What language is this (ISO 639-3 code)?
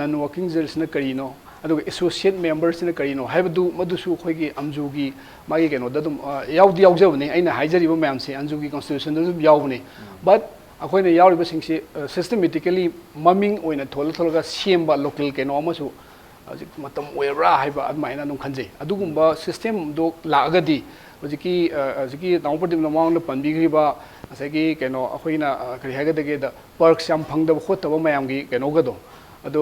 mni